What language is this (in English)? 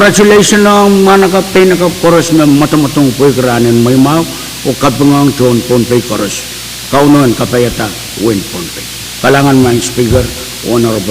Pohnpeian